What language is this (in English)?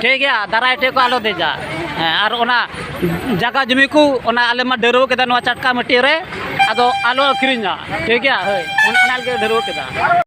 Santali